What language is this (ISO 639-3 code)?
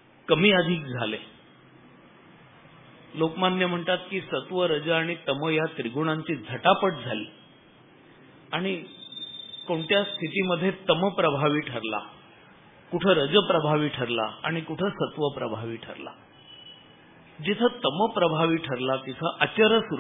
mar